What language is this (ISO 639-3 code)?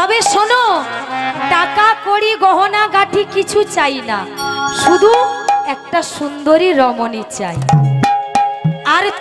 ben